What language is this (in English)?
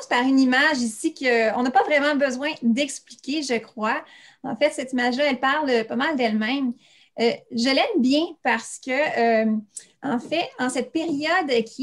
French